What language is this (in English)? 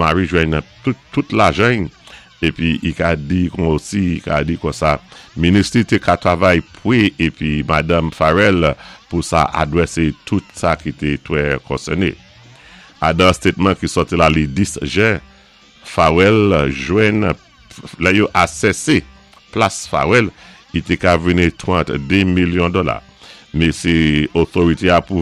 Saint Lucian Creole French